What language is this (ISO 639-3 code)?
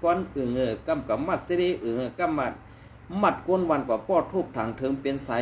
shn